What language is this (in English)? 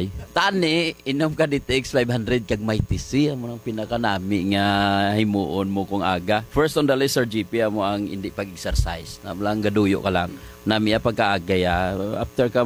Hiligaynon